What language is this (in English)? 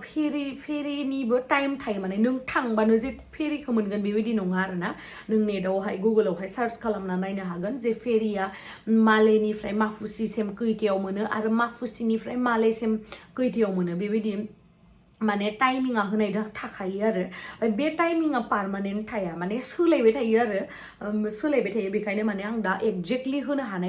Bodo